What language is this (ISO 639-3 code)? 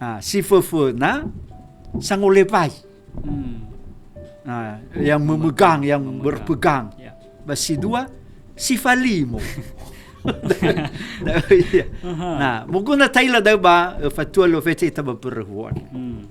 nia